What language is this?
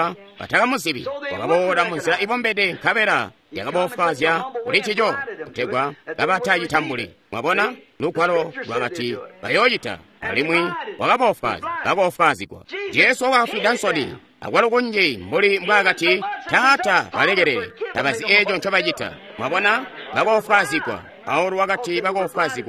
Tonga (Zambia)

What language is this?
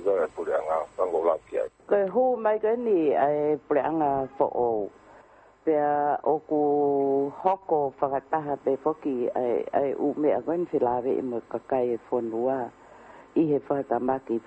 Tongan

